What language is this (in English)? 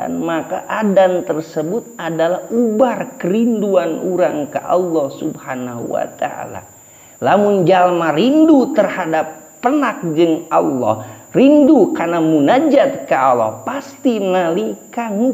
Sundanese